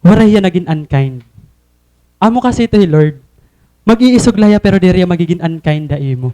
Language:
Waray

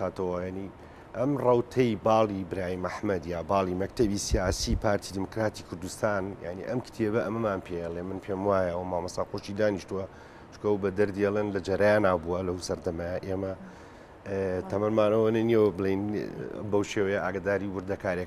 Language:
Central Kurdish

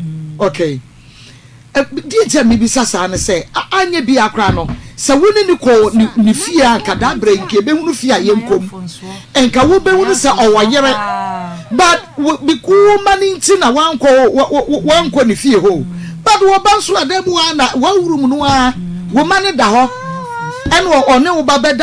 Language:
Akan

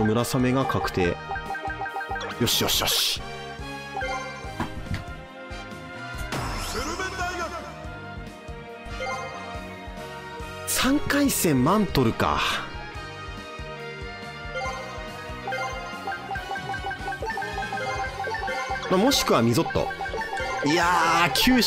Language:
Japanese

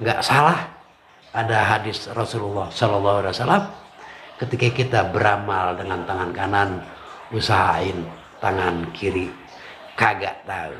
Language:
Betawi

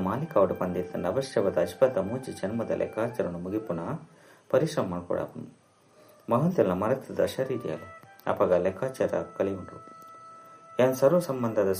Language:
Tulu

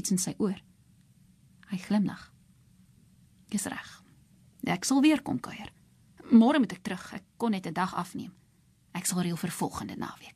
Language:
Afrikaans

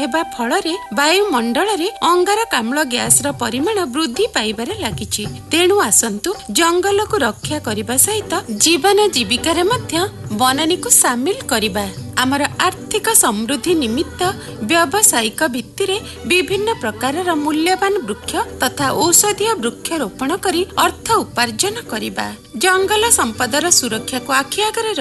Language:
Odia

